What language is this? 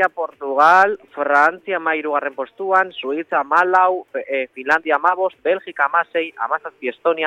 Basque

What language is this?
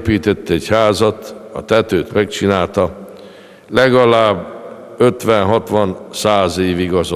Hungarian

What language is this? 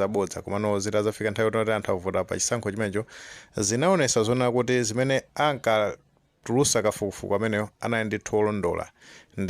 Nyanja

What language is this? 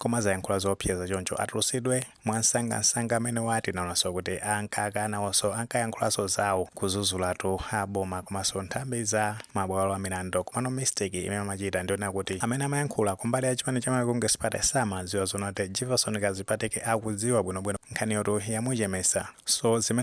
Nyanja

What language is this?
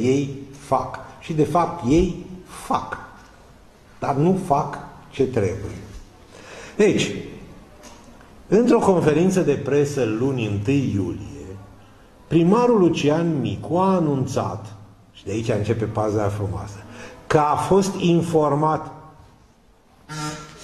Romanian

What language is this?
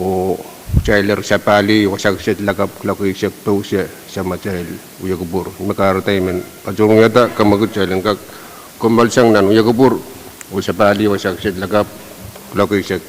Pohnpeian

